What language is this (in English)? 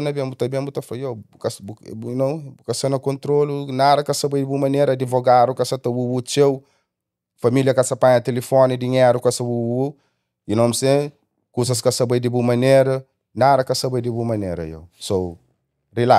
Kabuverdianu